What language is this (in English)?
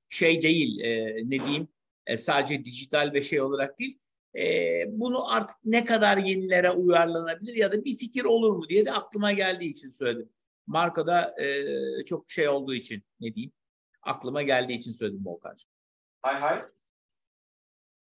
Turkish